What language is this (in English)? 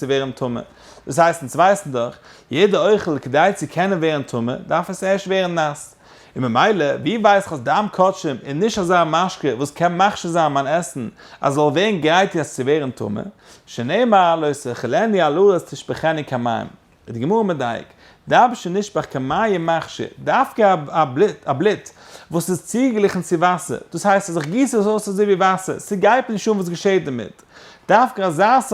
Yiddish